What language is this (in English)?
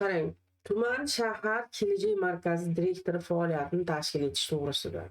Uzbek